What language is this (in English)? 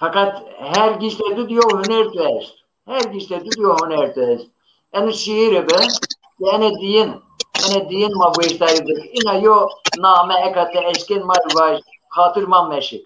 Zaza